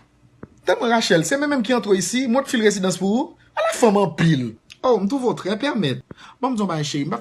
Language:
Haitian Creole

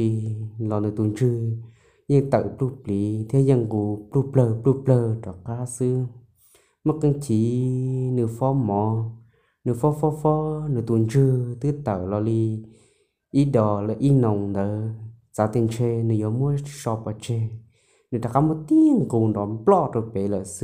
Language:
Hmong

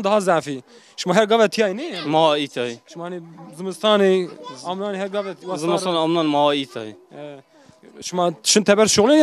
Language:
Zaza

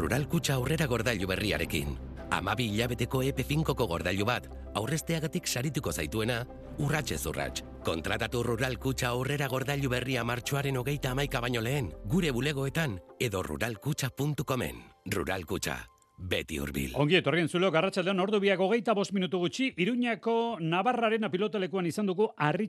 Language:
Basque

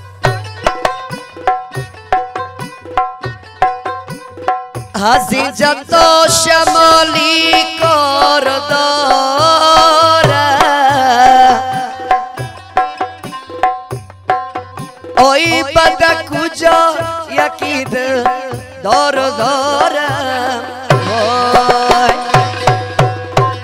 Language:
Persian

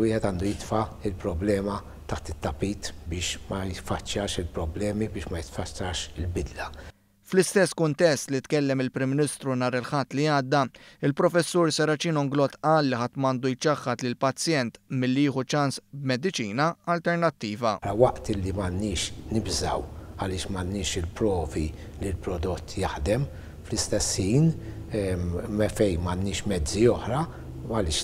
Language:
Maltese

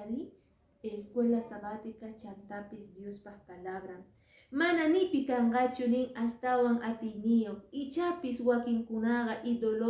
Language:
Quechua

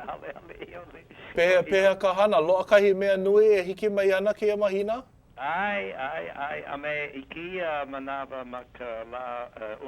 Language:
Hawaiian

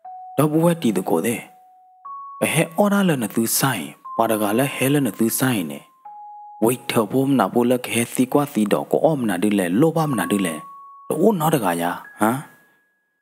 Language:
S'gaw Karen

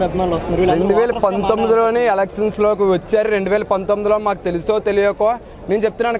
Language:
Telugu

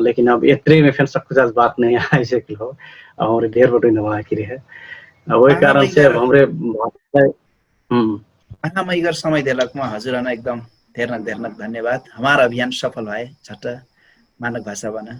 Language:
Dangaura Tharu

